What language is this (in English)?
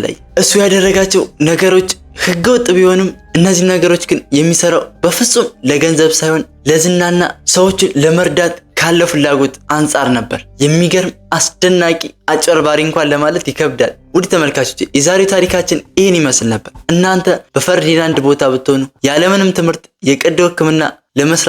Amharic